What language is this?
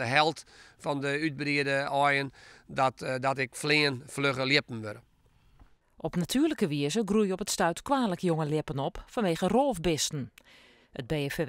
Western Frisian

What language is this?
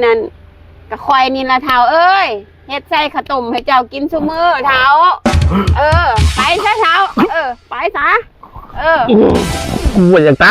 Northeastern Thai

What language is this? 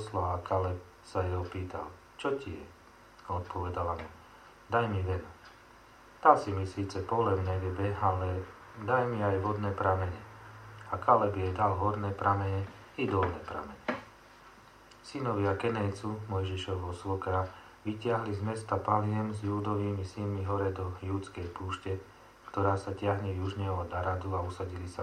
Slovak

